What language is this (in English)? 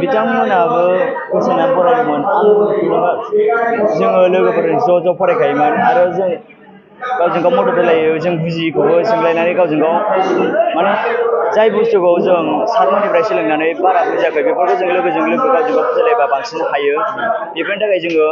Bodo